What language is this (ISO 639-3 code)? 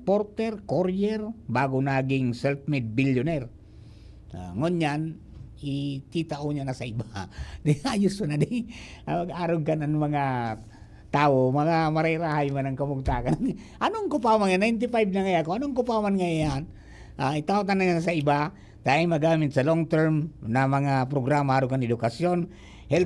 bik